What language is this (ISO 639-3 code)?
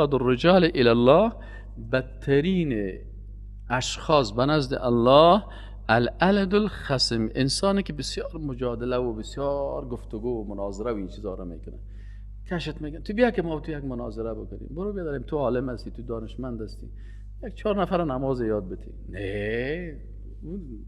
fas